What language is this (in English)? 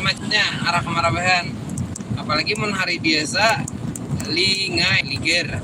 Banjar